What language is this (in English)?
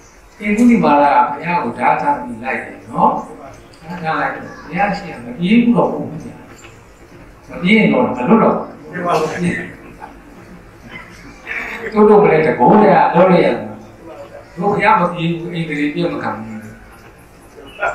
Burmese